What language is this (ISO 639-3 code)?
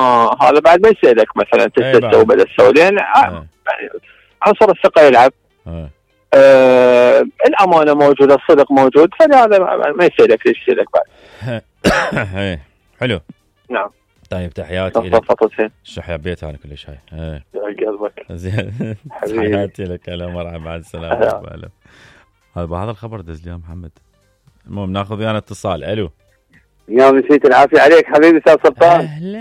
acm